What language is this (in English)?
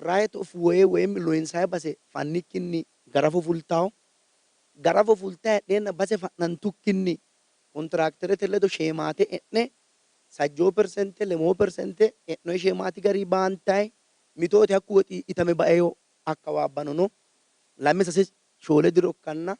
Sidamo